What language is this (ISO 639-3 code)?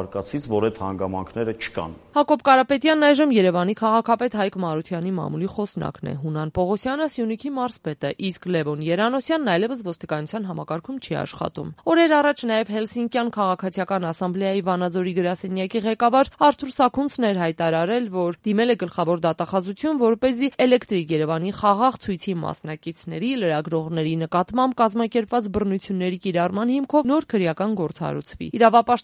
hye